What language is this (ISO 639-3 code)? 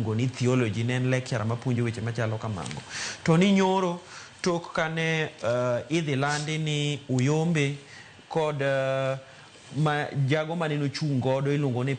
luo